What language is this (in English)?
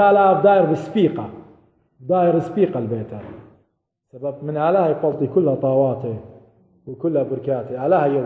Assyrian Neo-Aramaic